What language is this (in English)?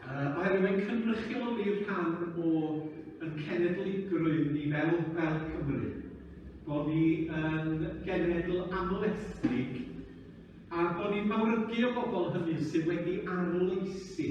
Welsh